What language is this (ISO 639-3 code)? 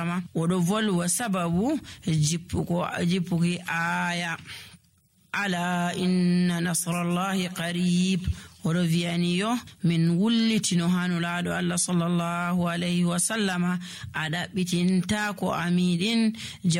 fuv